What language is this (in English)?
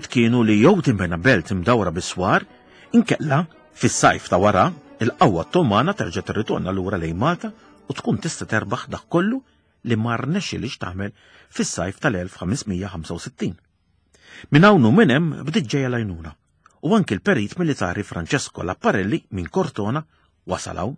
Maltese